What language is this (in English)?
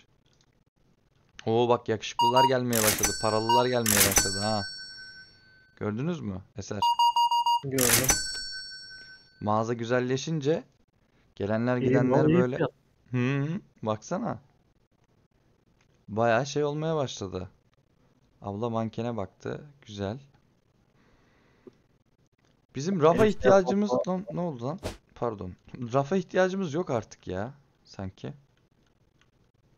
Turkish